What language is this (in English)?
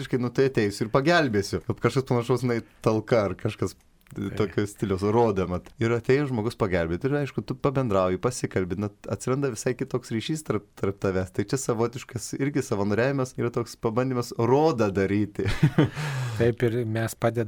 Lithuanian